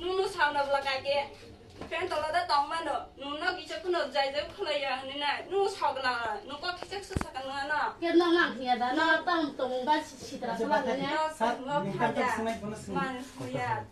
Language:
Kok Borok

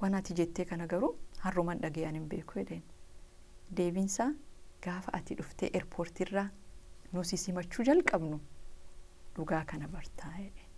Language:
Oromo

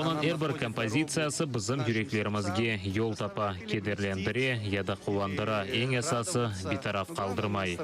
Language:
Crimean Tatar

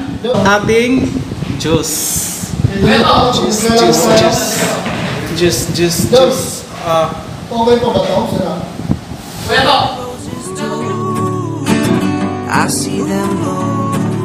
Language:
Filipino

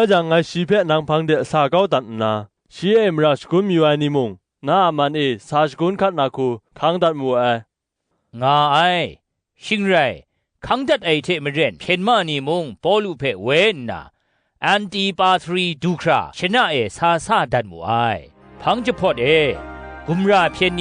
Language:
Kachin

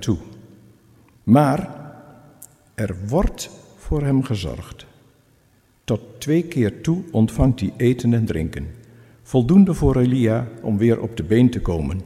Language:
Dutch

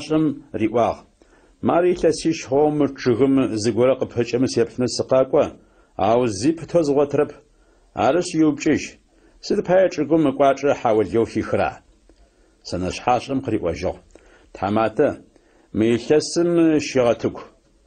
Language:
Adyghe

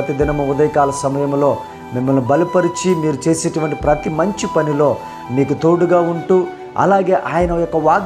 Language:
Telugu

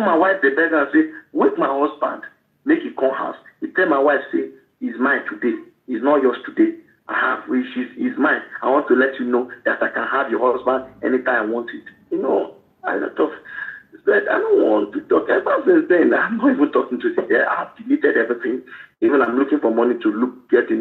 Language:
Nigerian Pidgin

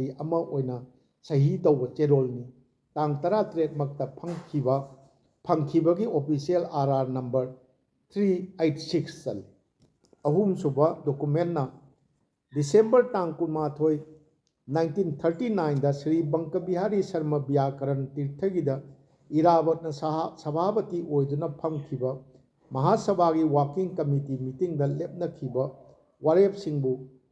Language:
Manipuri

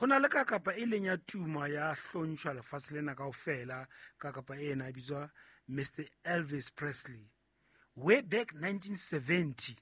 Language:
Southern Sotho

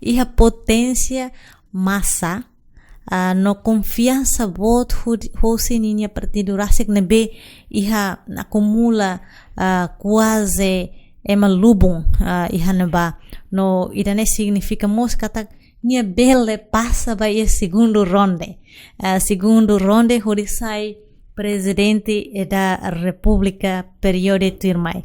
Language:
Tetum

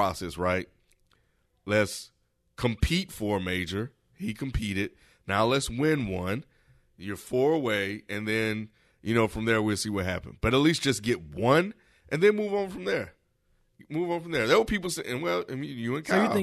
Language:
English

